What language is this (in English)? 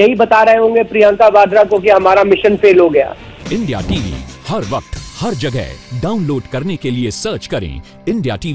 Hindi